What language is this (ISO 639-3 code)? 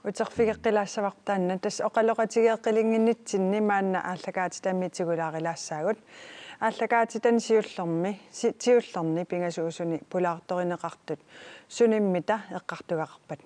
kal